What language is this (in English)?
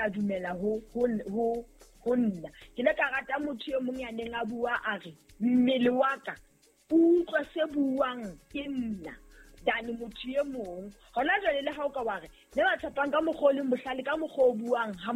Southern Sotho